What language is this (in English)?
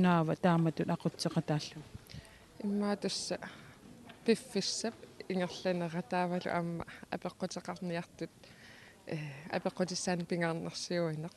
Kalaallisut